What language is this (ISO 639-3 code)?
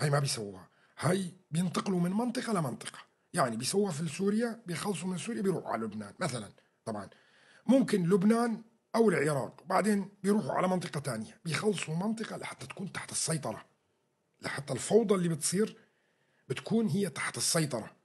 apc